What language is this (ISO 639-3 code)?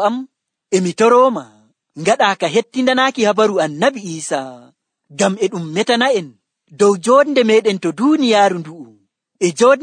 fuv